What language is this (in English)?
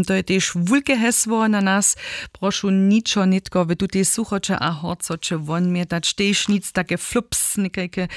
Upper Sorbian